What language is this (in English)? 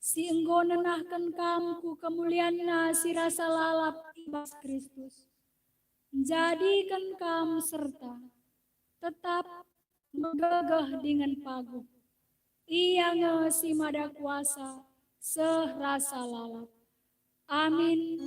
Batak Karo